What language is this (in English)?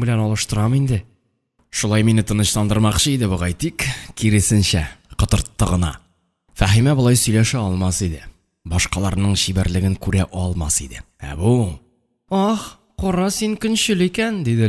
Tatar